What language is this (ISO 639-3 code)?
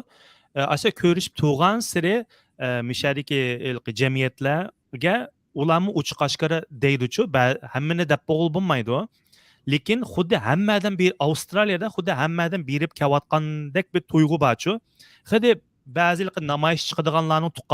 uig